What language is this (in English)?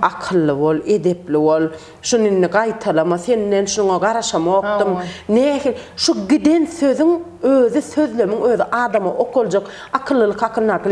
Turkmen